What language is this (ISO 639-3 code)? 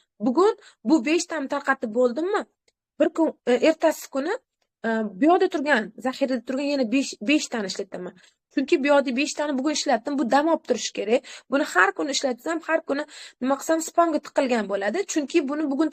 uzb